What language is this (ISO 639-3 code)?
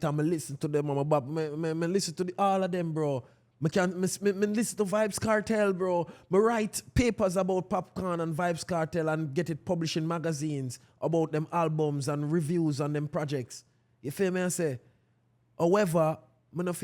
jam